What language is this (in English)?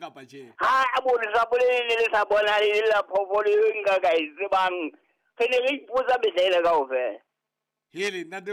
Southern Sotho